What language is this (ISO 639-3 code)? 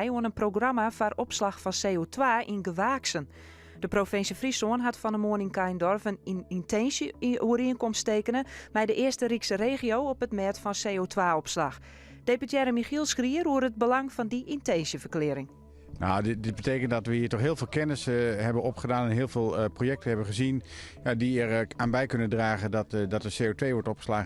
fry